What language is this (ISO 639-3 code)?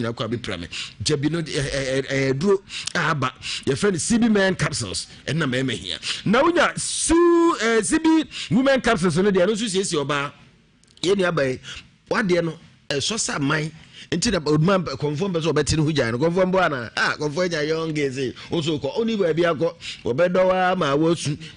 aka